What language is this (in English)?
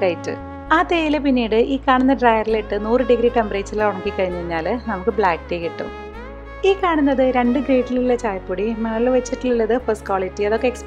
Malayalam